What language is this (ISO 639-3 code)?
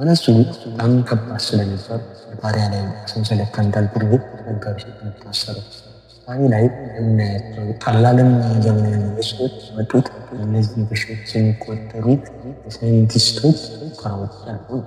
amh